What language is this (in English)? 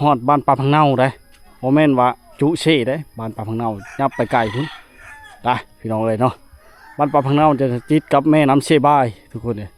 Lao